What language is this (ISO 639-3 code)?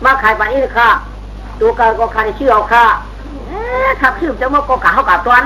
shn